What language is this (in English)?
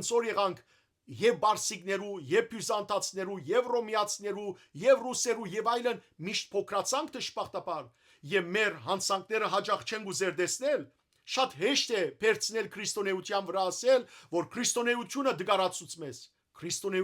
Western Armenian